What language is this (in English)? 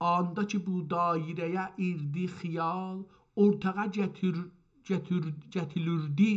South Azerbaijani